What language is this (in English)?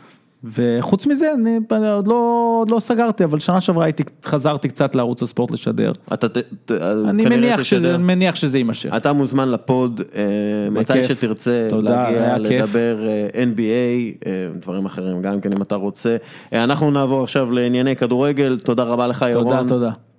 Hebrew